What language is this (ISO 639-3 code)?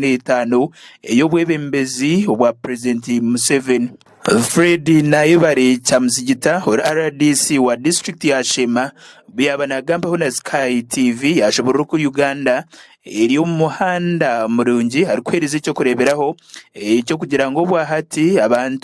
nyn